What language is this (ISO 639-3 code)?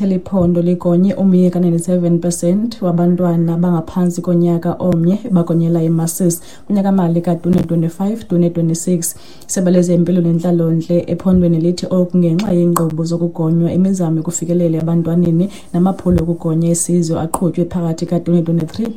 xho